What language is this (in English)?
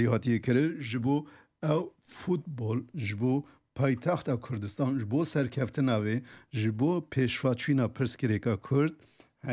Kurdish